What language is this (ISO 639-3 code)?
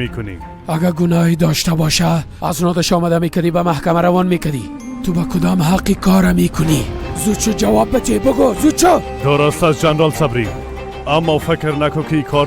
fas